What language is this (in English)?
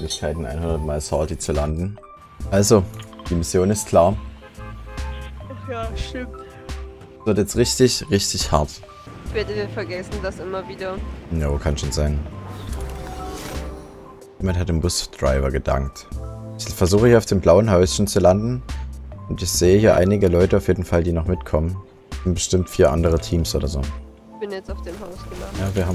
German